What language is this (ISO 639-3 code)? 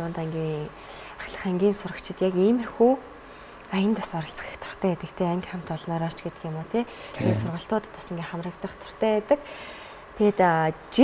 mon